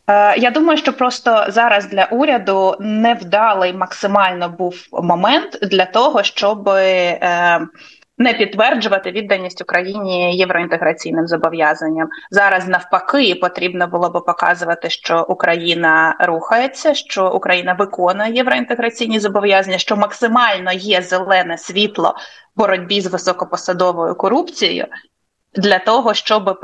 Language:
Ukrainian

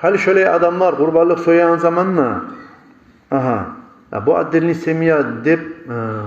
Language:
Kumyk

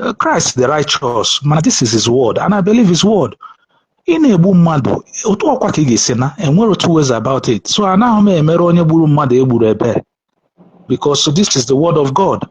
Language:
Igbo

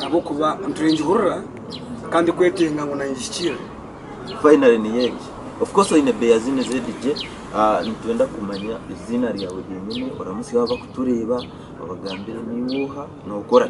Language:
Nyankole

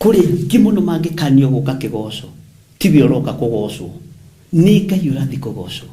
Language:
Kikuyu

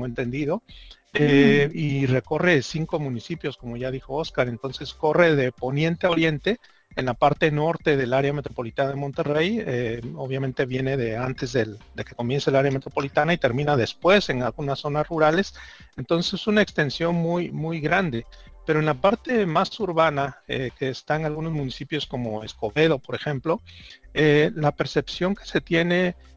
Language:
Spanish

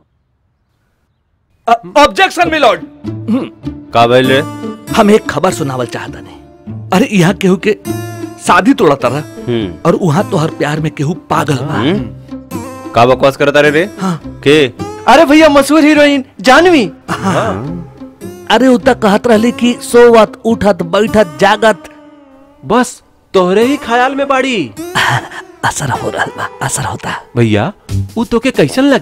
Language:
Bhojpuri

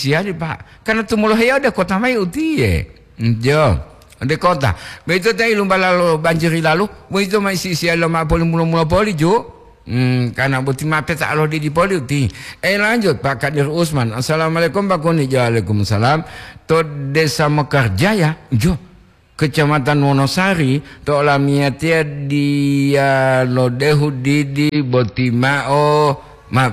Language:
Gorontalo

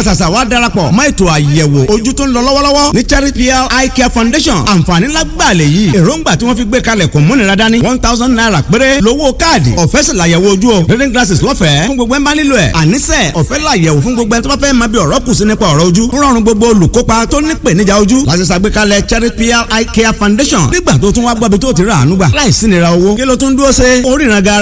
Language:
Yoruba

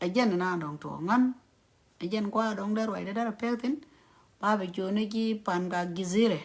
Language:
Nuer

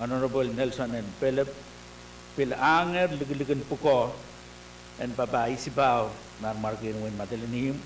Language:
Pohnpeian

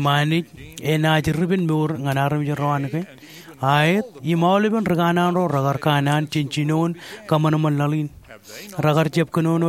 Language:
Marshallese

